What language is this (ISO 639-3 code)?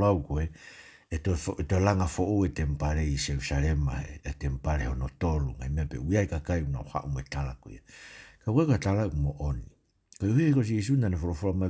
ton